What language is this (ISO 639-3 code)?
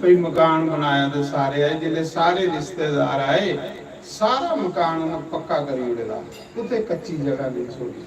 doi